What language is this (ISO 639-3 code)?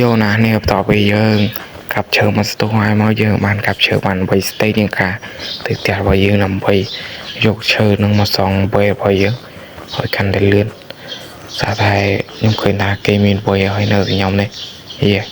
khm